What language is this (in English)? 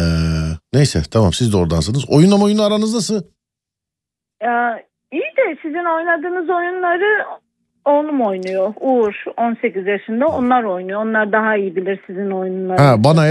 Turkish